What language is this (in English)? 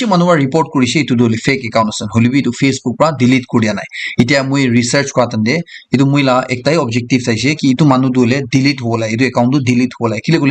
Naga Pidgin